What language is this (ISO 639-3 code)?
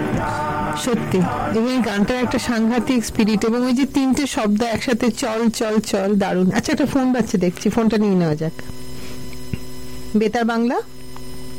ben